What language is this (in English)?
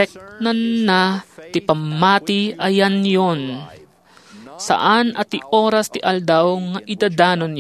Iloko